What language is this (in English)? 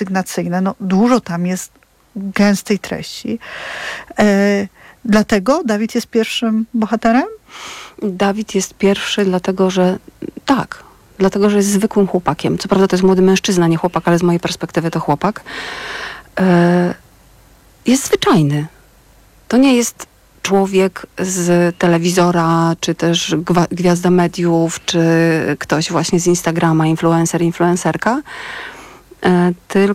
Polish